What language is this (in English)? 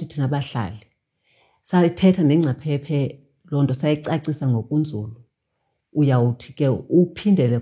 Xhosa